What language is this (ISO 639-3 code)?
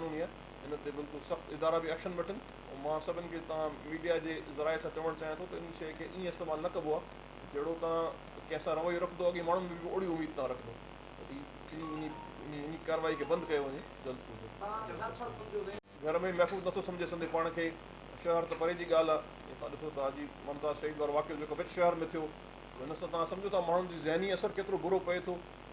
snd